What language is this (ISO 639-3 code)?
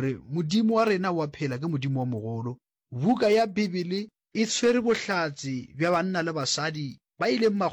nso